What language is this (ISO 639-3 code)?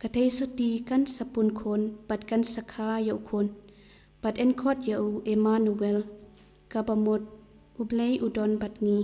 kha